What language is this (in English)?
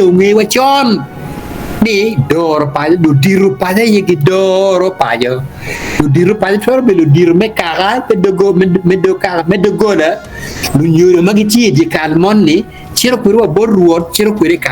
Acoli